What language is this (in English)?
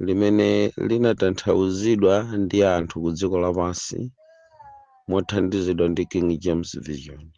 Nyanja